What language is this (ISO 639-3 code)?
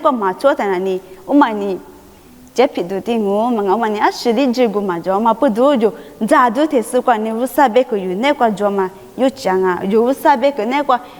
lis